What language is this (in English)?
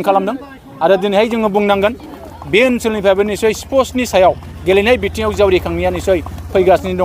Bodo